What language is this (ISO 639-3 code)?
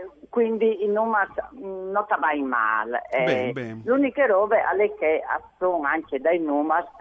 fur